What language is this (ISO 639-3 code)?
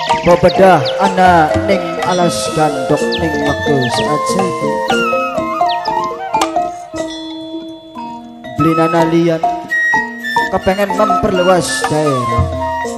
jav